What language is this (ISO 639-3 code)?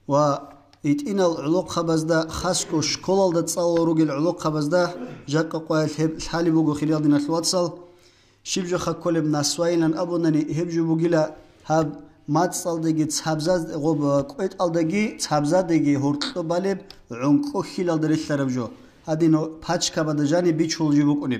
ava